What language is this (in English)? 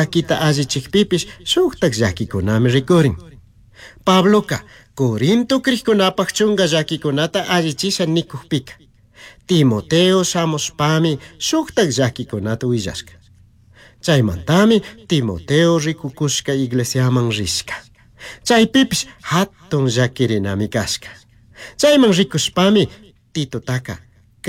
Chimborazo Highland Quichua